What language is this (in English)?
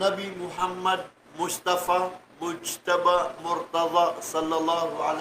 Maranao